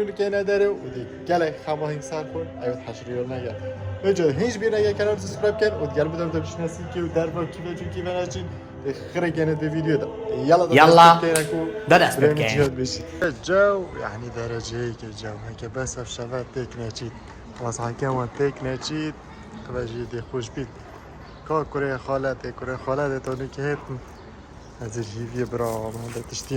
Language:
Kurdish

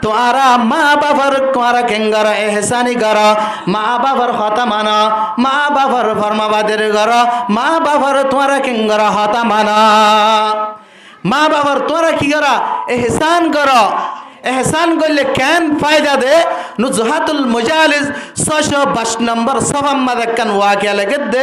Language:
Rohingya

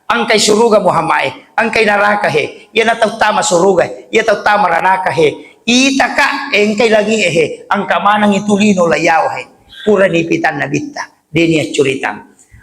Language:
Buginese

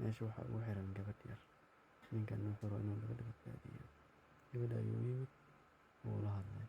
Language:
Somali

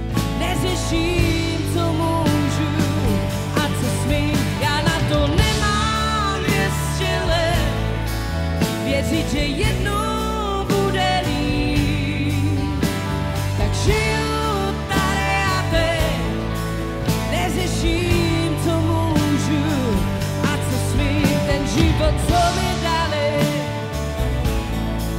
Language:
Czech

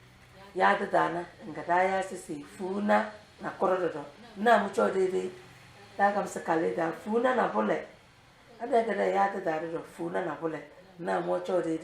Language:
Tem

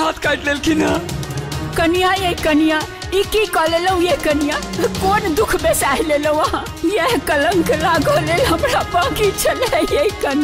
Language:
Maithili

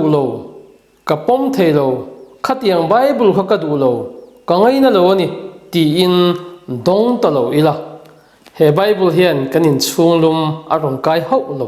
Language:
Mizo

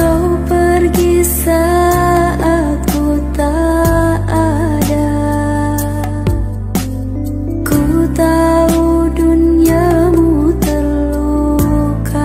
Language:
Indonesian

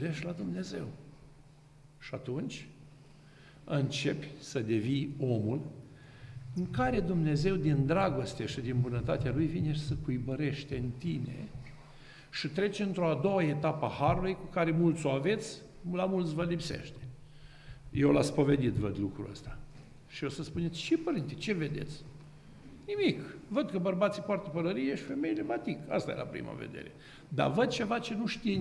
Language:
Romanian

